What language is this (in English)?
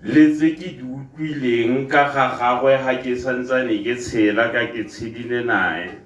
Tswana